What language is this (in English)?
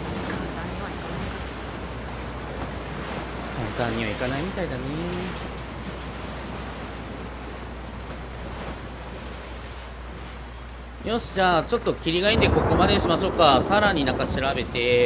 Japanese